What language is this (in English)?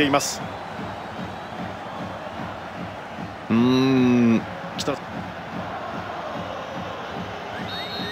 Japanese